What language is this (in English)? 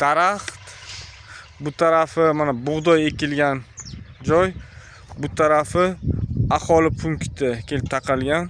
Uzbek